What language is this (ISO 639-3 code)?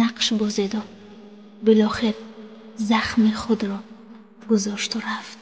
tgk